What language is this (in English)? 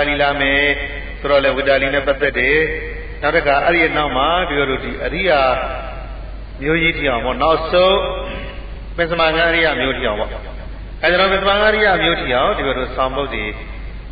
Burmese